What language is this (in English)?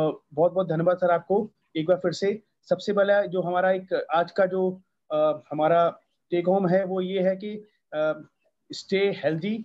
Hindi